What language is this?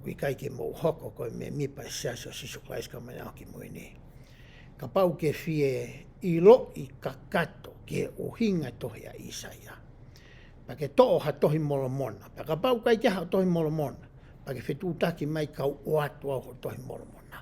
Tongan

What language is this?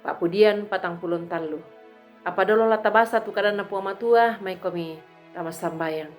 Toraja-Sa'dan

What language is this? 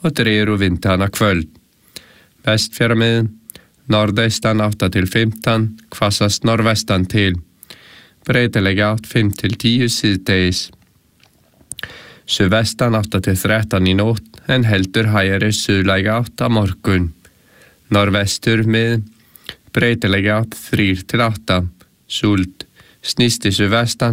Icelandic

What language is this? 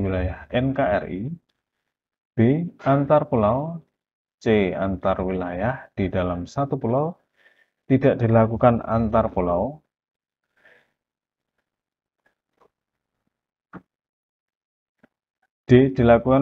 Indonesian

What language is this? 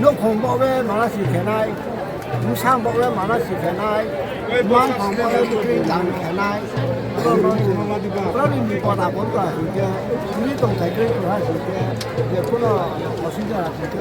Riang (India)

